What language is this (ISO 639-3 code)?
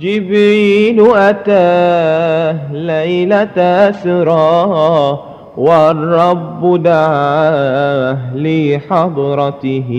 mad